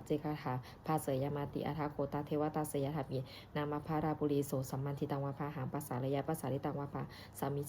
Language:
Pali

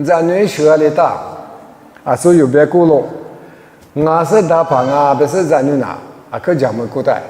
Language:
Lisu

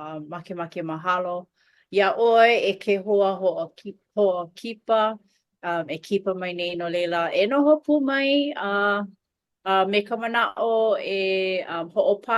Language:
Hawaiian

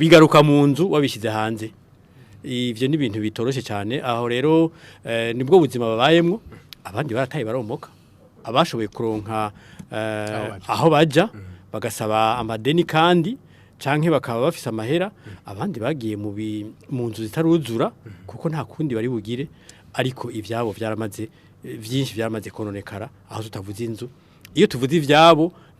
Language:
Rundi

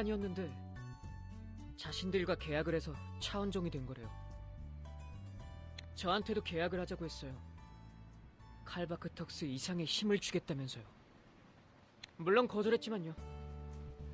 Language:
Korean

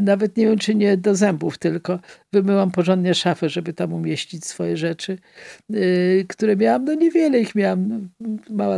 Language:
Polish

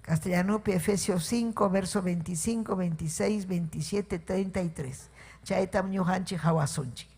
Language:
Ayacucho Quechua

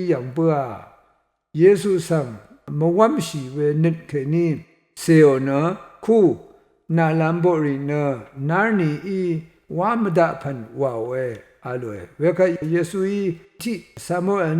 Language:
Rawang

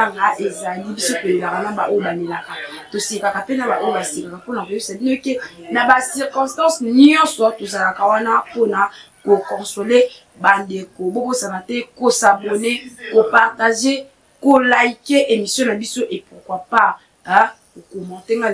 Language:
Lingala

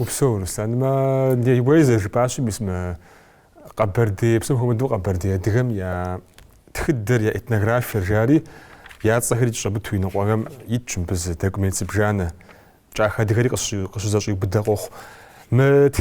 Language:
Kabardian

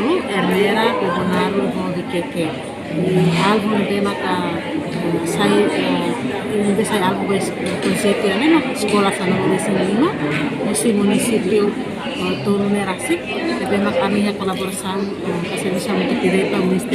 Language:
Tetum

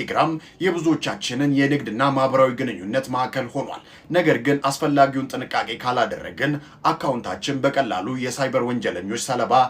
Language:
Amharic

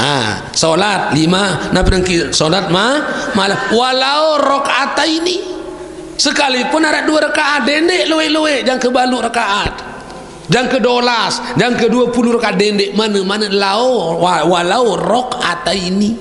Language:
Sasak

